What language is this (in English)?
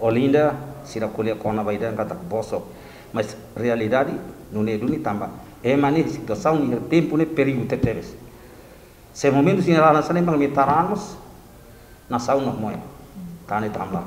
Tetum